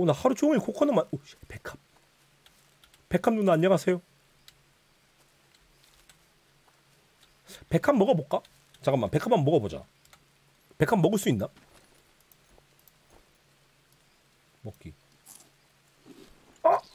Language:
Korean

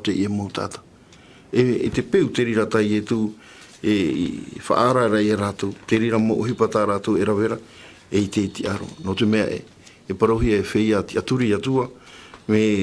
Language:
Tahitian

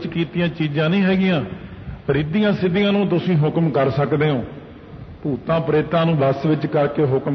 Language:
Punjabi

